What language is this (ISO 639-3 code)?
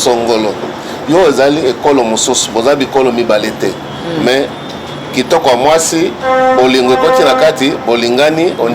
lin